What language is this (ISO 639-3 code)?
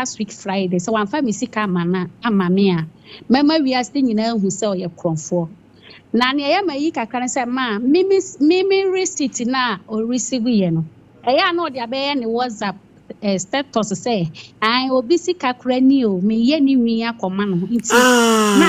aka